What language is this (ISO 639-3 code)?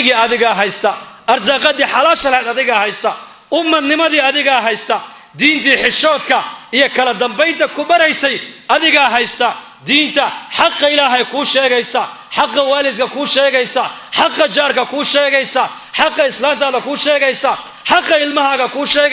som